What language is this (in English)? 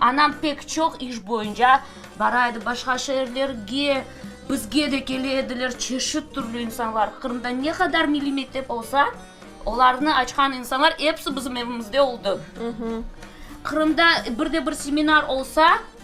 Crimean Tatar